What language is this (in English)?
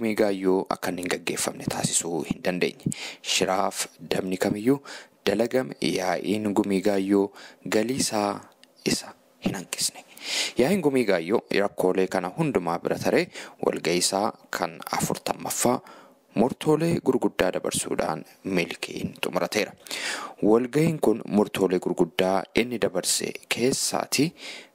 Oromo